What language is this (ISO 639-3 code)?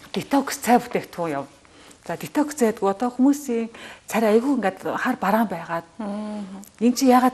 mon